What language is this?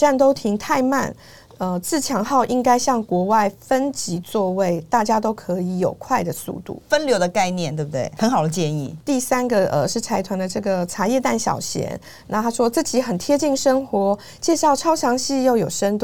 Chinese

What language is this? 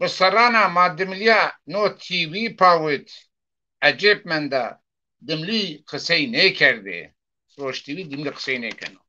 Zaza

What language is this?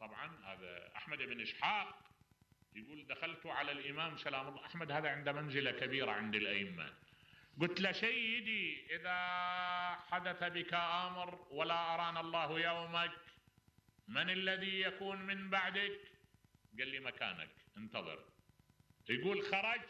Mesopotamian Arabic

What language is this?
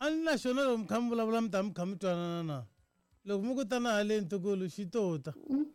Tsonga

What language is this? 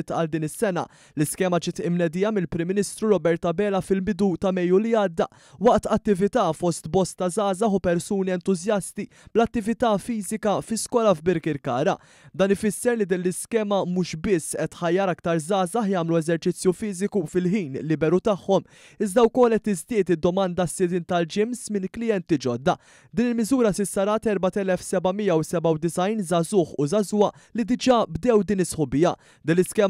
Maltese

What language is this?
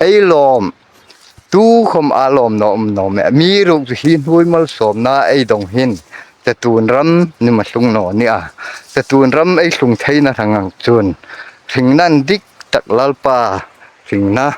Hmar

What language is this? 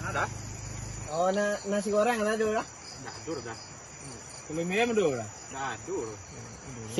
Minangkabau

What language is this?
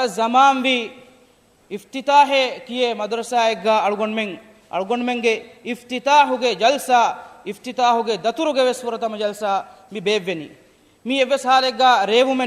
Divehi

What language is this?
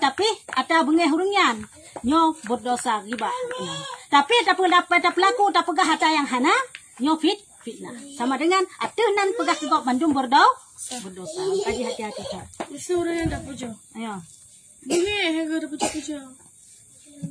Achinese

